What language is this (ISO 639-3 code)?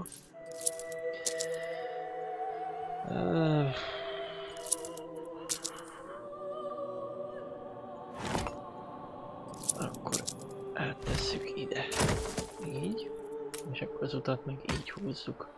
hun